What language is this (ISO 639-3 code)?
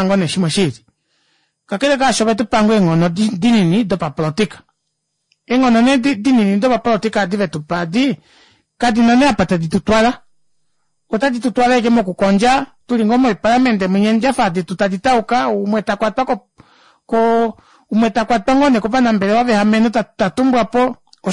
kua